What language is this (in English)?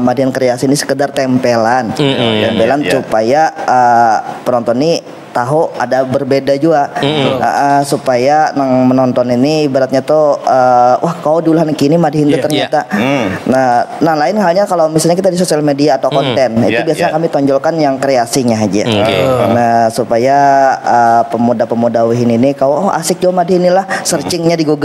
Banjar